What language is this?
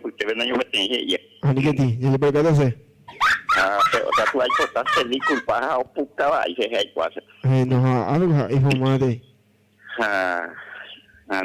Guarani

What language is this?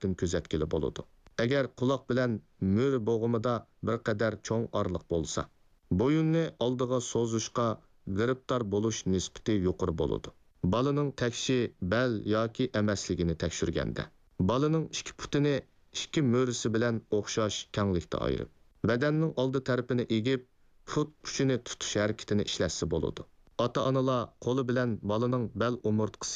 Uyghur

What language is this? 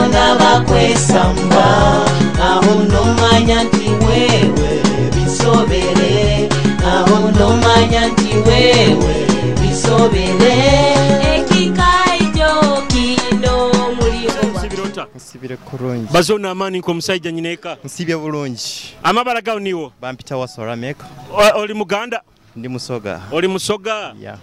Nyoro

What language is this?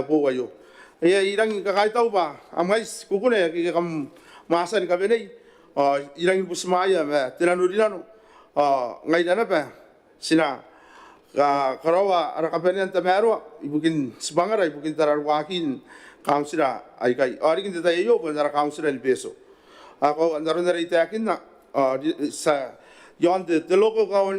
Gilbertese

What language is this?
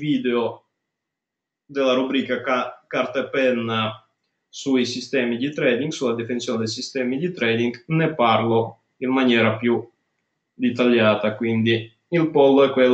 Italian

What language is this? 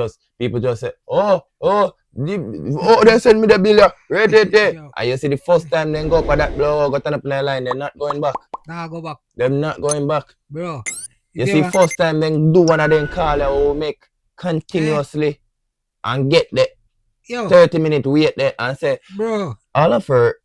Jamaican Creole English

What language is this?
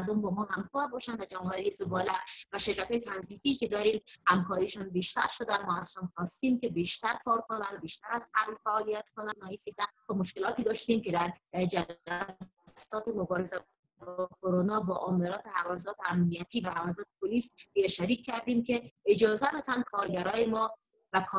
Persian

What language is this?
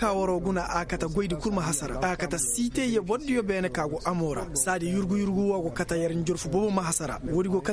Koyraboro Senni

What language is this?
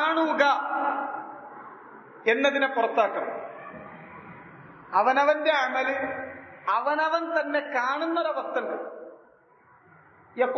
Malayalam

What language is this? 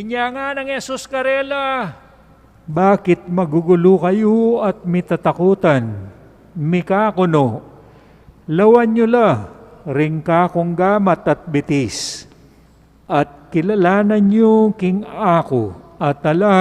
Pampanga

